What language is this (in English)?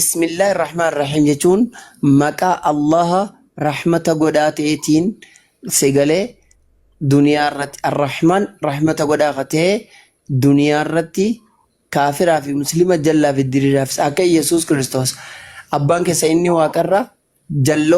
Oromo